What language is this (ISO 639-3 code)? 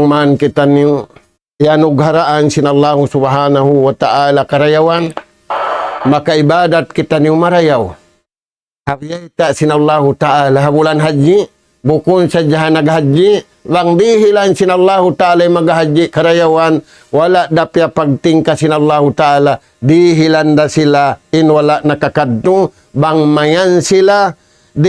tsg